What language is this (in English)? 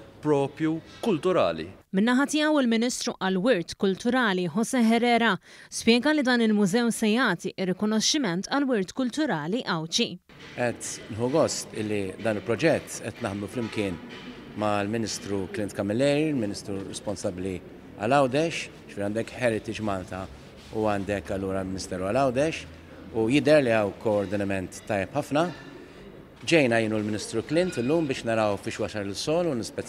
Maltese